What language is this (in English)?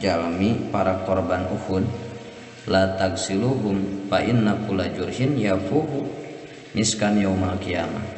Sundanese